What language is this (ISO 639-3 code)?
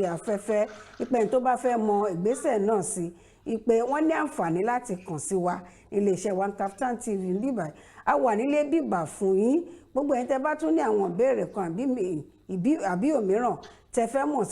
yor